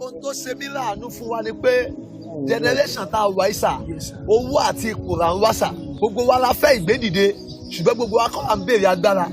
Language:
Yoruba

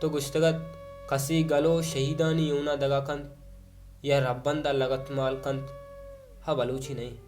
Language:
Baluchi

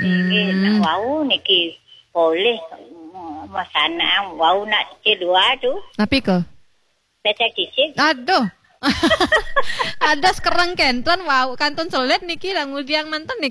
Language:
Balinese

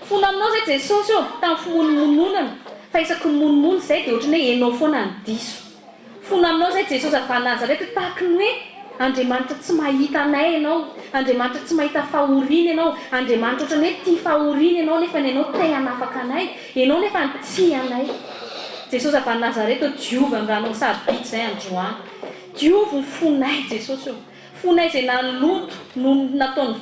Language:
Malagasy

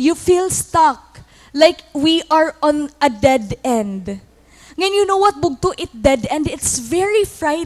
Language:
Waray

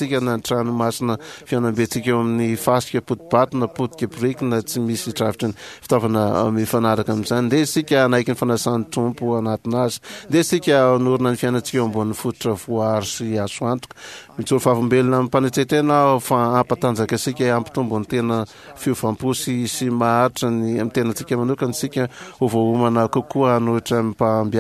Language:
Malagasy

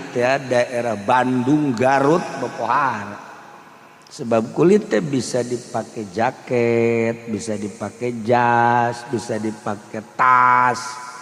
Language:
Sundanese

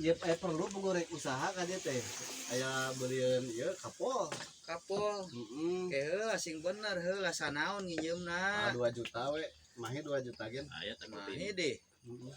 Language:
Sundanese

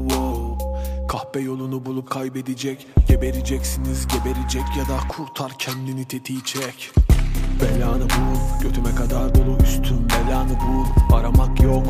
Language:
Turkish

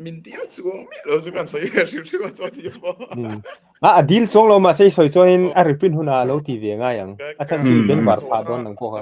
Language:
Mizo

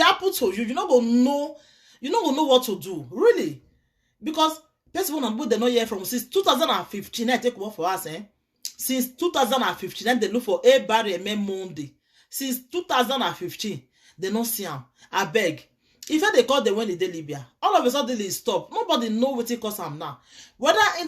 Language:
Nigerian Pidgin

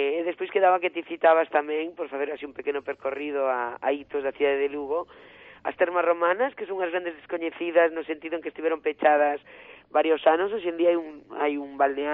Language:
Galician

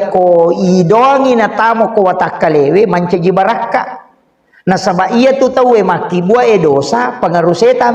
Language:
Buginese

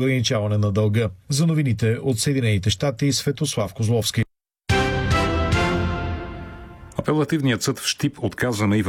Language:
Bulgarian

